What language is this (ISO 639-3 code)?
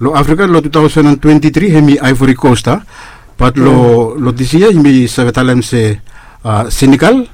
bis